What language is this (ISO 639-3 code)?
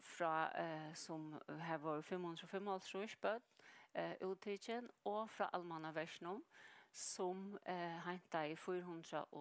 fao